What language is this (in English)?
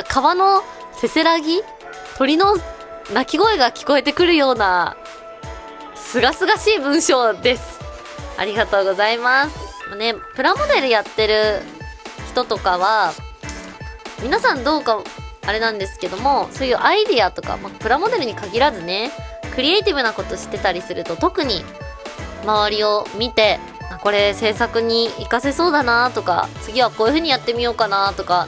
Japanese